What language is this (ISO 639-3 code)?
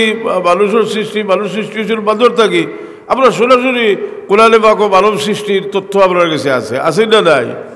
syl